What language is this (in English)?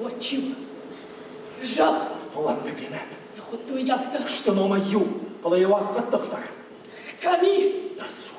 Ossetic